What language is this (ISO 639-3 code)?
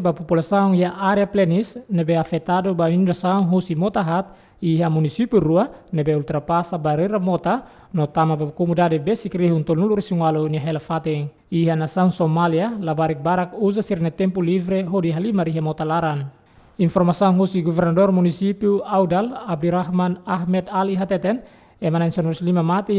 tet